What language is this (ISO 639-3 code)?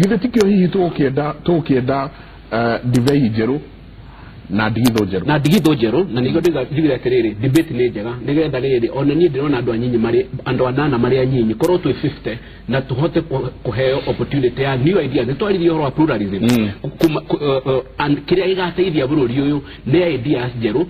kik